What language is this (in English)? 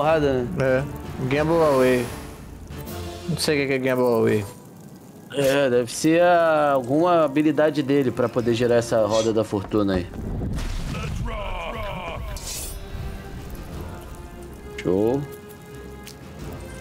Portuguese